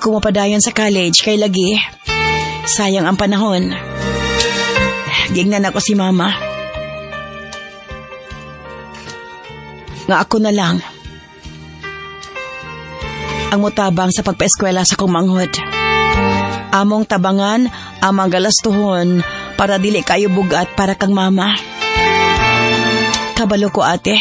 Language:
Cebuano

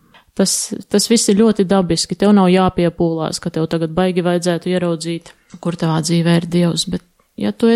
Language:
Latvian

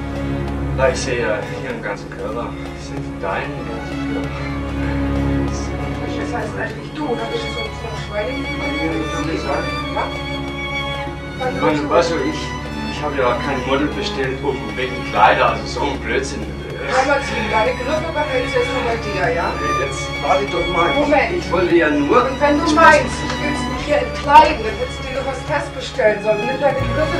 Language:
German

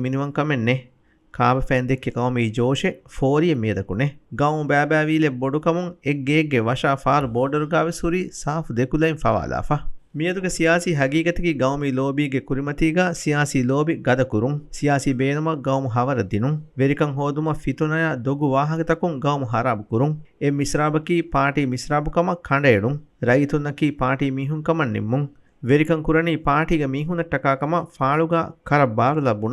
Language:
Divehi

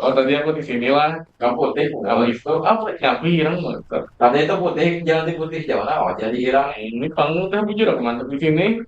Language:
Banjar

